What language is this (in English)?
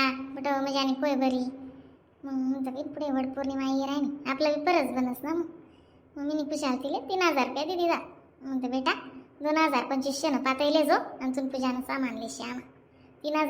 Khandesi